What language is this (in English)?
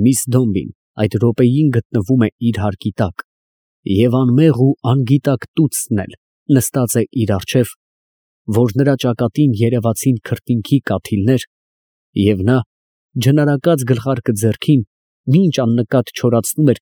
Armenian